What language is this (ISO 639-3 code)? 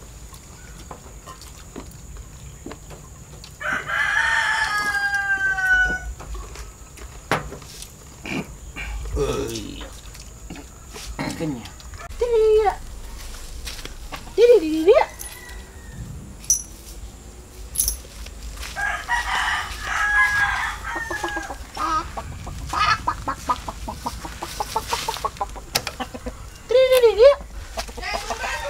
msa